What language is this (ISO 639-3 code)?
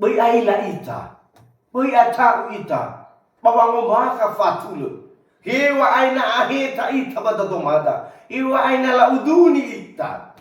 nia